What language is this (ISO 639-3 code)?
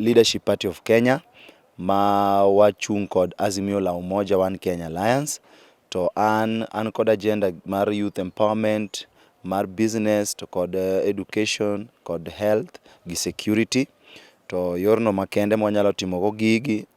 luo